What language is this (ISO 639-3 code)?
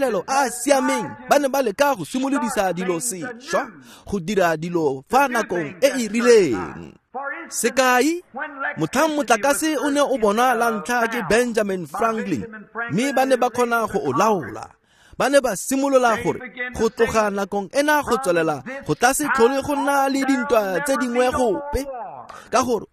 tsn